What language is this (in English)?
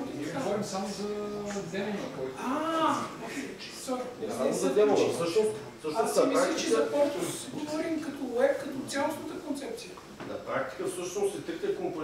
Bulgarian